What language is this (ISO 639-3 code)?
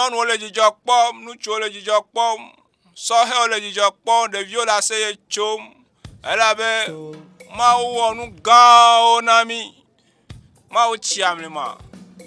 ewe